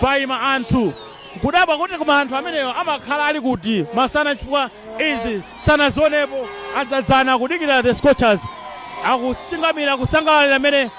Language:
Nyanja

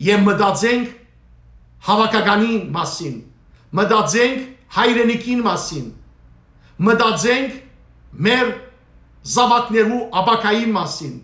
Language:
Western Armenian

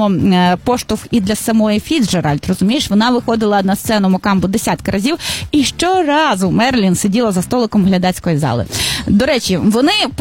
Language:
Ukrainian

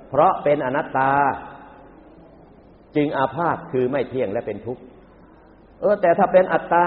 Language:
Thai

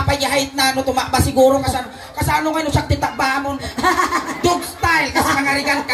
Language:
Iloko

